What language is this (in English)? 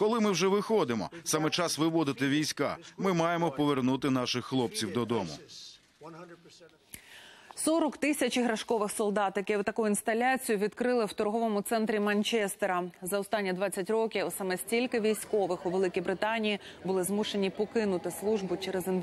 Ukrainian